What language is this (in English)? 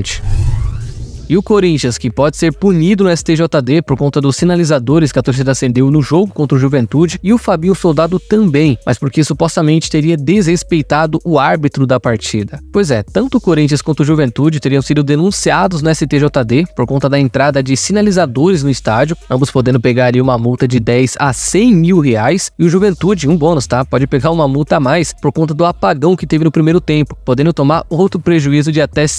Portuguese